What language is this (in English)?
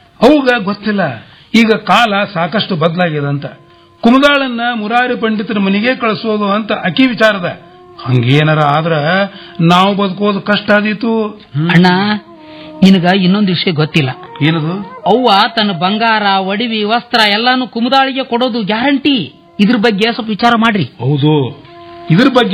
Kannada